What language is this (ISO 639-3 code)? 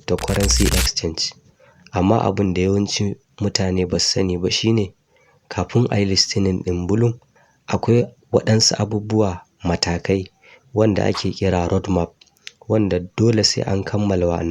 hau